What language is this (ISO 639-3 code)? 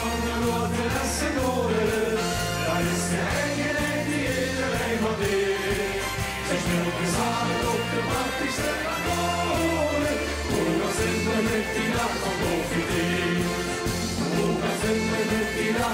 lim